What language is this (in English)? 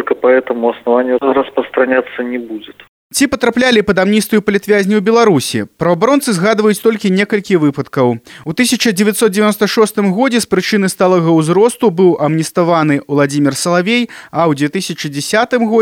Belarusian